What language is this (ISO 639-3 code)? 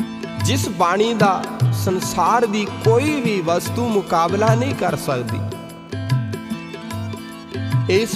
pan